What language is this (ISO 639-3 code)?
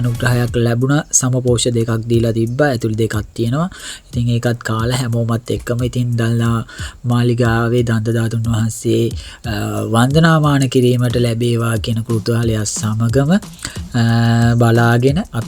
sin